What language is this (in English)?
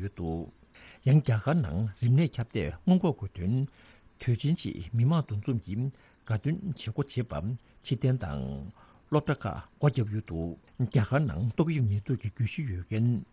Tibetan